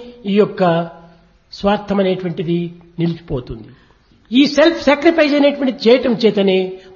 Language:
Telugu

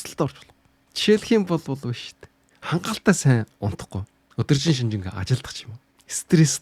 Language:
Mongolian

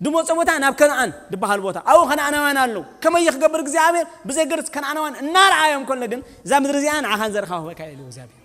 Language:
Tigrinya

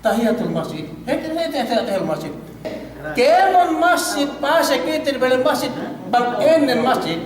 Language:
Yakan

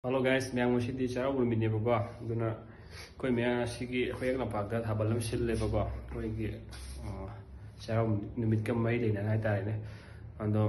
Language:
Manipuri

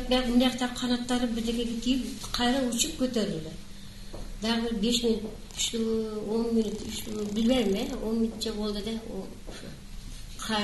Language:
Kyrgyz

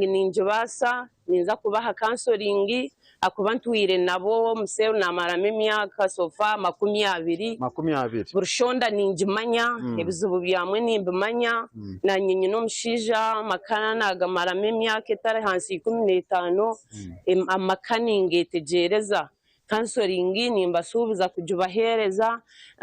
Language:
Nyankole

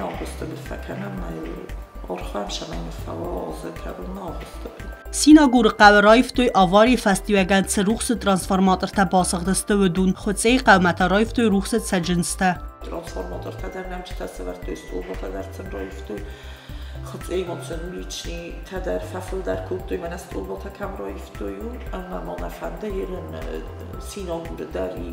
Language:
Ossetic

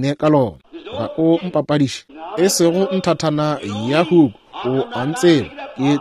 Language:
Northern Sotho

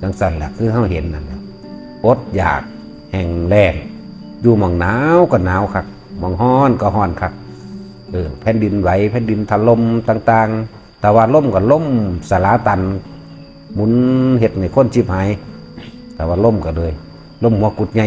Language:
Northeastern Thai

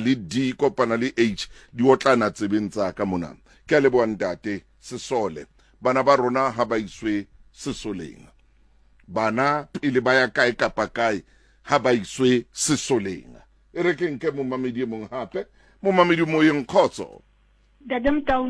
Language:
Southern Sotho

